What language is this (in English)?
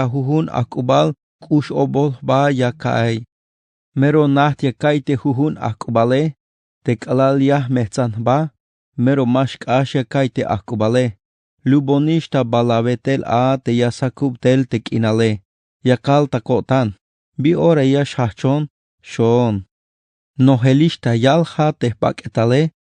Tzeltal